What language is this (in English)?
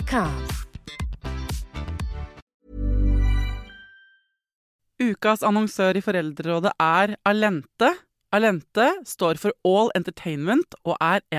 Norwegian